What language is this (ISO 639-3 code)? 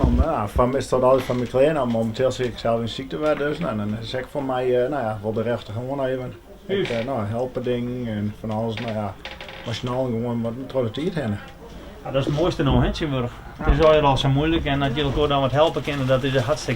fry